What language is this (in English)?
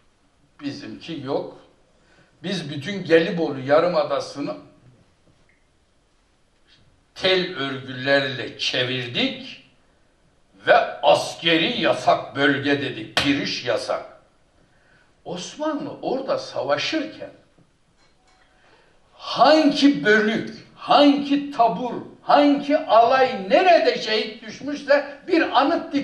Turkish